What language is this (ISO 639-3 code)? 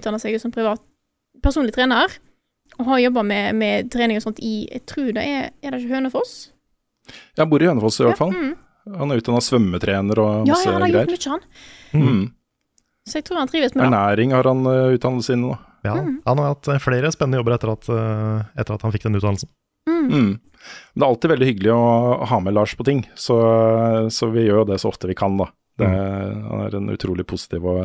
nor